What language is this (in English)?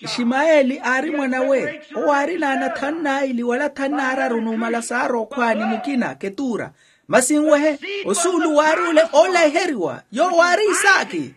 Makhuwa